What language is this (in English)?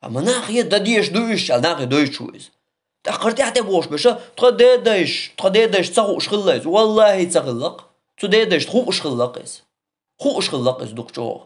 Chechen